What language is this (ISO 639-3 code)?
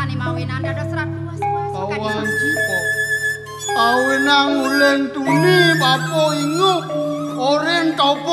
ban